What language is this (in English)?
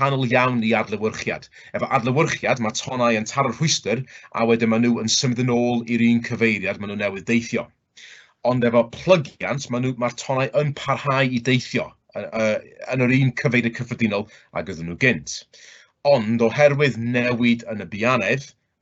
Welsh